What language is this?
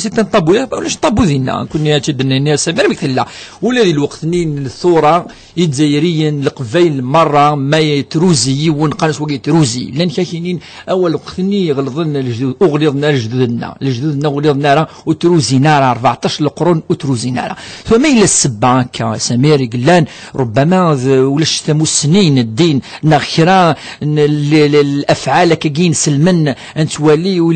Kabyle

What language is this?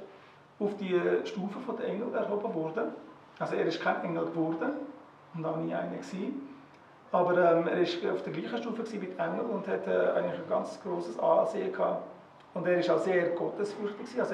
Swiss German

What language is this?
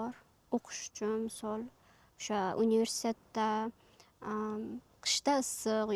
Uzbek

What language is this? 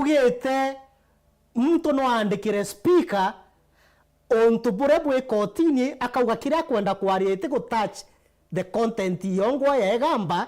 Meru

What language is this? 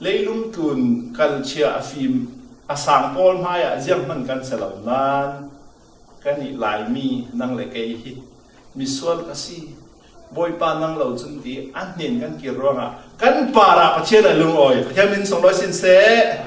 Falam Chin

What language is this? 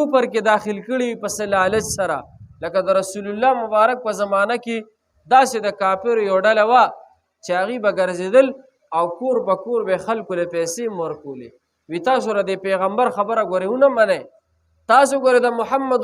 Pashto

